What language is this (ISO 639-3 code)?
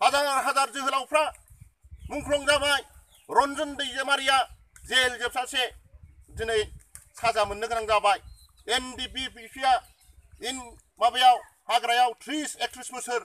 brx